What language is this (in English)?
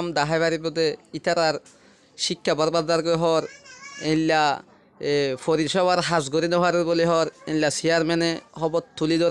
Rohingya